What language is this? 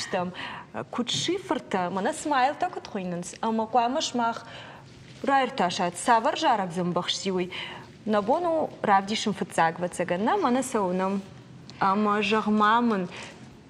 Ossetic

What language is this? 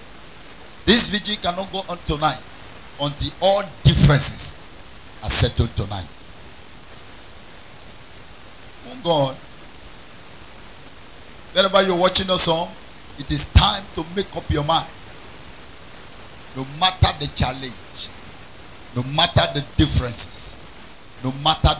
English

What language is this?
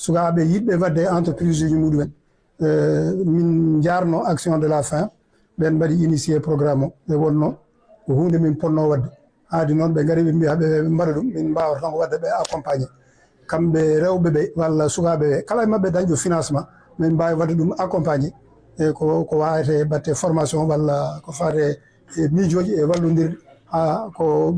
Fula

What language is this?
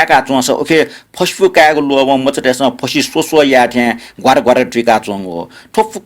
Newari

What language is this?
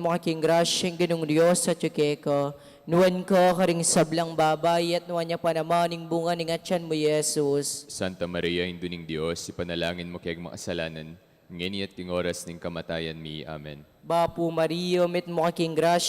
Pampanga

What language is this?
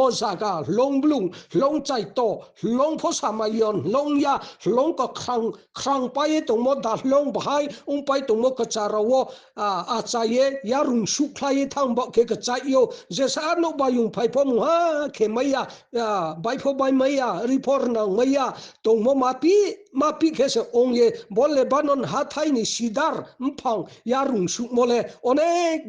Riang (India)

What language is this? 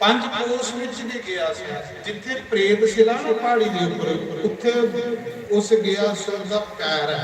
Dogri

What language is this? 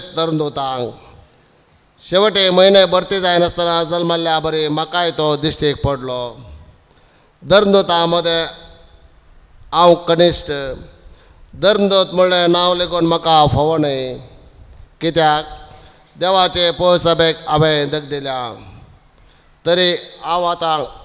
Konkani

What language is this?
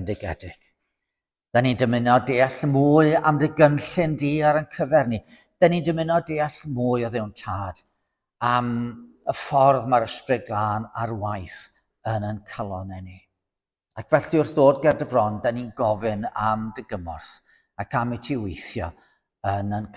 Welsh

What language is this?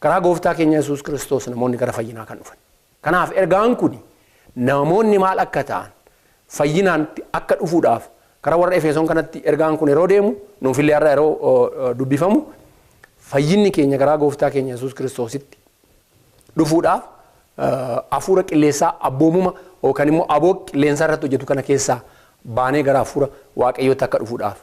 Oromo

